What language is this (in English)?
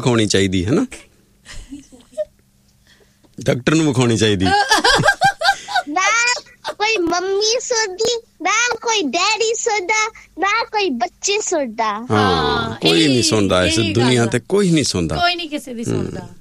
Punjabi